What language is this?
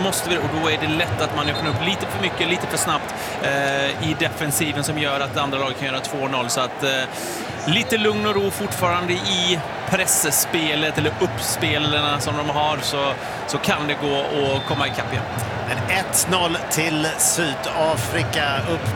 Swedish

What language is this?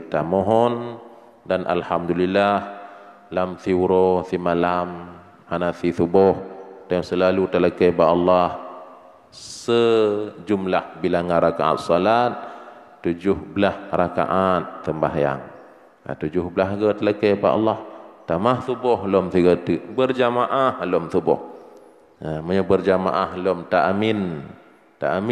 Achinese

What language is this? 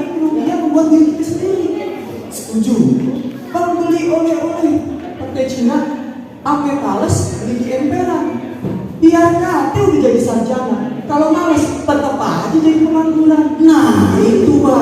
Betawi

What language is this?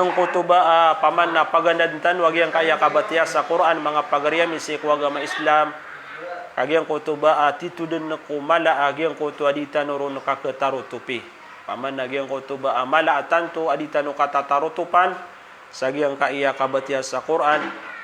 Maranao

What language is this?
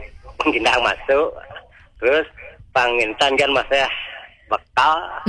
Balinese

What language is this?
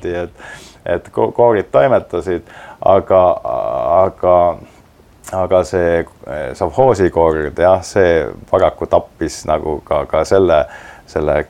Estonian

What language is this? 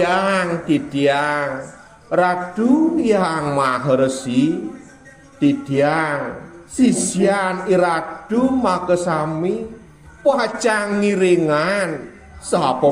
Balinese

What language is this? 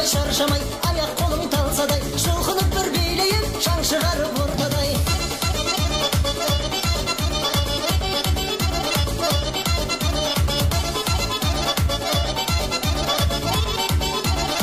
Kazakh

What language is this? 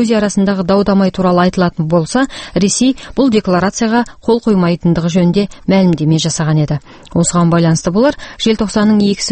Kazakh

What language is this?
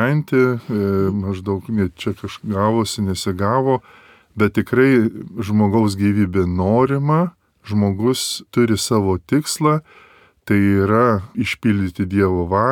Lithuanian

